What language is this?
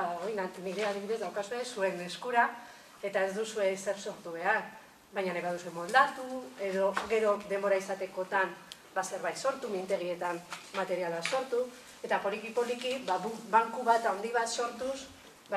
Basque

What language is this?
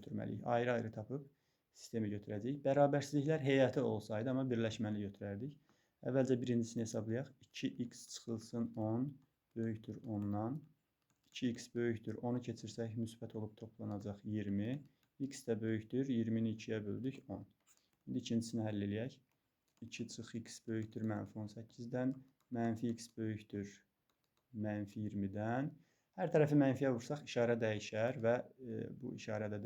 Azerbaijani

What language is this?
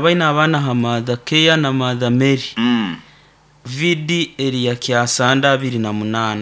Nyoro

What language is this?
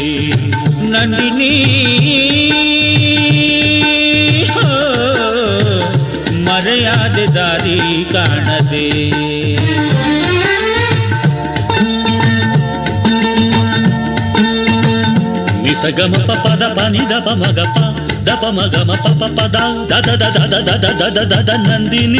Kannada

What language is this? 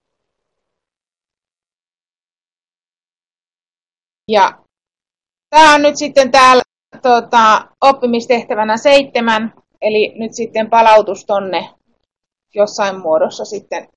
Finnish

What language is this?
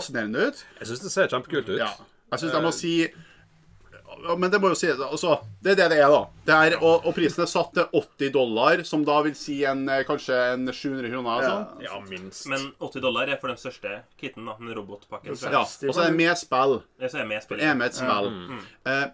Norwegian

